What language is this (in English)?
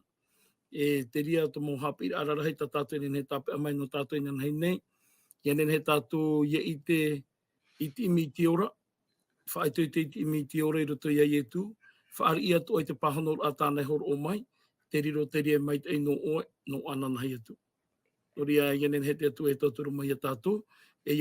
Tahitian